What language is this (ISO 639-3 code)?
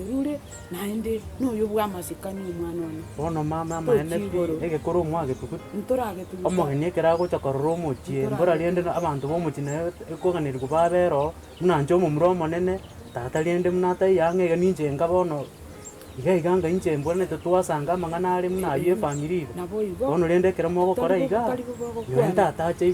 guz